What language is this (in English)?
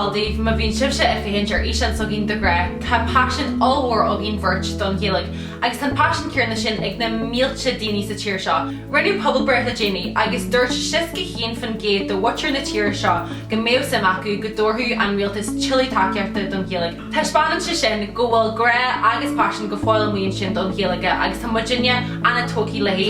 Irish